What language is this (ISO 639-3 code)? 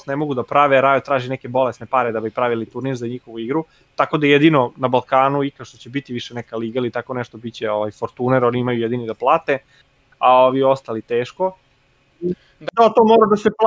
srp